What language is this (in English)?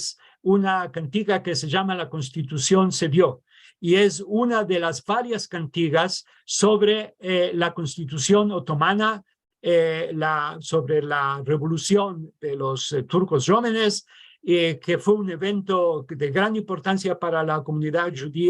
Ladino